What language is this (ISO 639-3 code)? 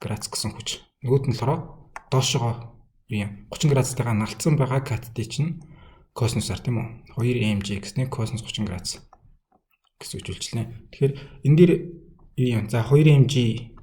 mon